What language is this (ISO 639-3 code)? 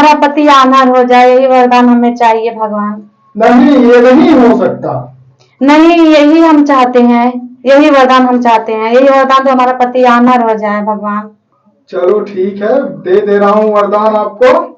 awa